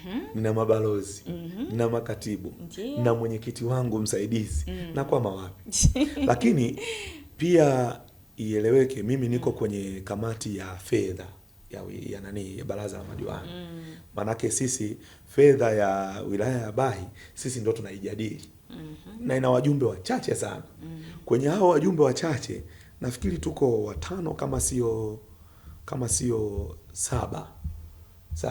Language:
Swahili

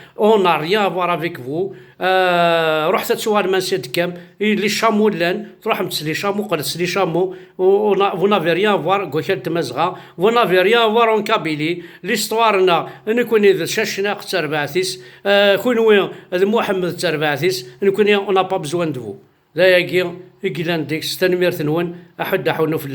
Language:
Kabyle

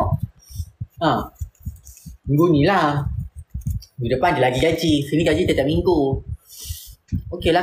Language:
Malay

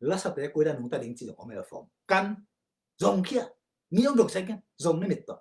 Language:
Tedim Chin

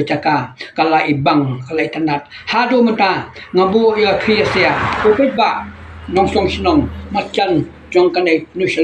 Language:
Khasi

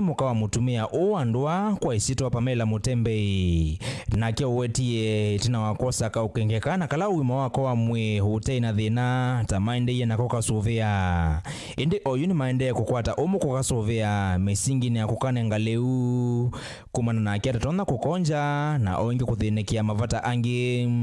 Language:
Kamba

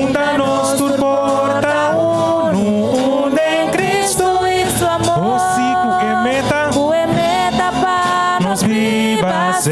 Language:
Papiamento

